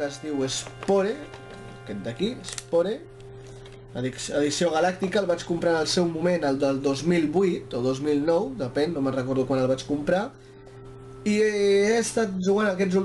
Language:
Catalan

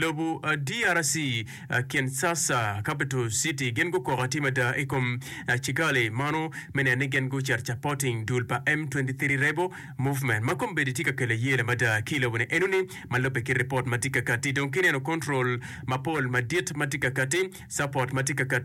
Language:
Acoli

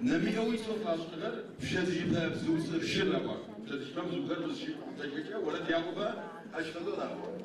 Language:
Adyghe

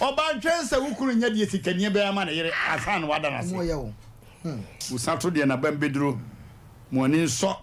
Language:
Akan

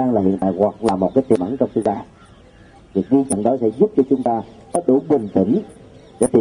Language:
Vietnamese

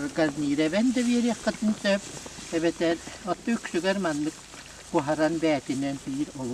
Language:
Yakut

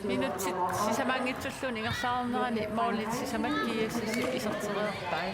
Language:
Kalaallisut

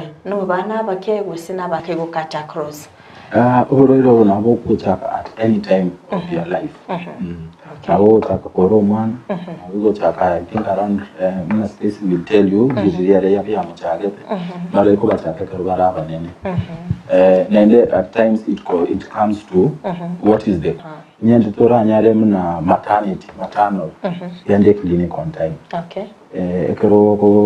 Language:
Gusii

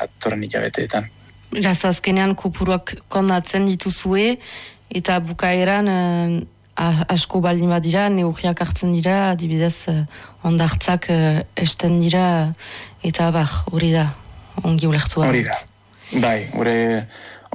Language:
Basque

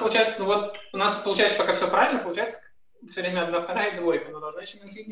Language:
Russian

